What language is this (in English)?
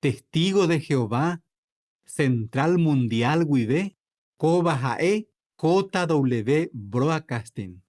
Guarani